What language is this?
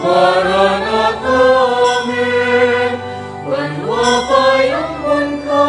Pampanga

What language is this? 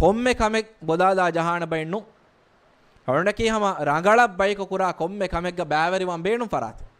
Divehi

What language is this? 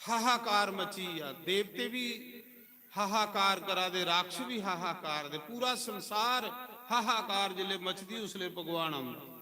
Dogri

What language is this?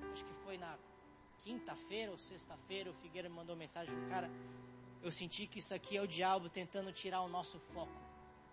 Portuguese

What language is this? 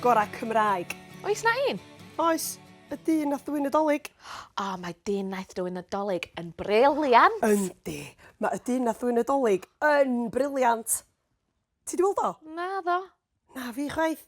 Welsh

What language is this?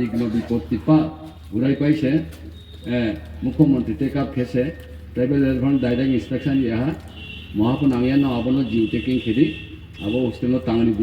Riang (India)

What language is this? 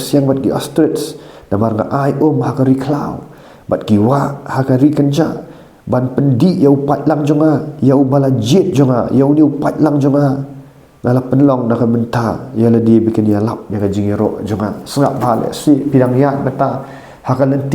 Khasi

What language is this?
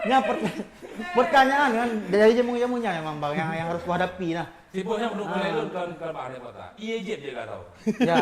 Achinese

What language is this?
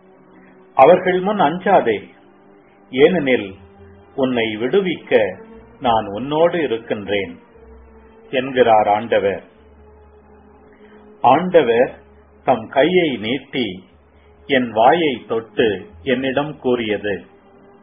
Tamil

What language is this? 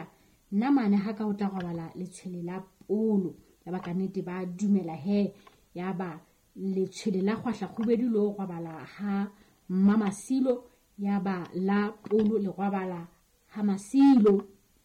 Southern Sotho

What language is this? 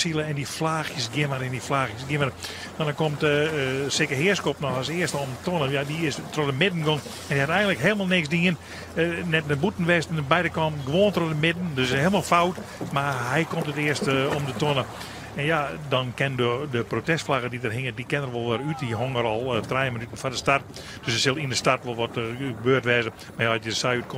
Western Frisian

